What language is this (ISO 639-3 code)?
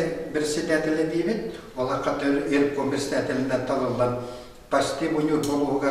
sah